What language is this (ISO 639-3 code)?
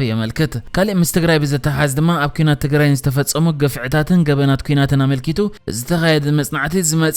tir